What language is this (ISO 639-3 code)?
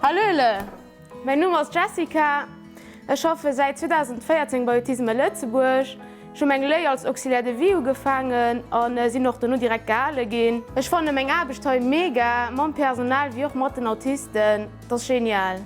ltz